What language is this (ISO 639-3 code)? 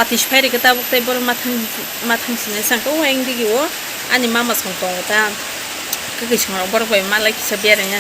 trp